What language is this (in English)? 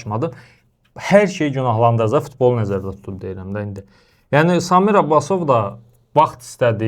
Azerbaijani